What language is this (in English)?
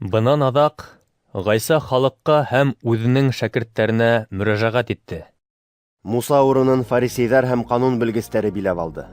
Bashkir